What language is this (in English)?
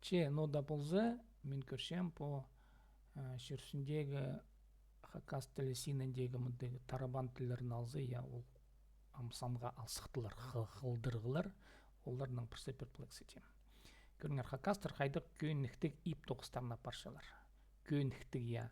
Khakas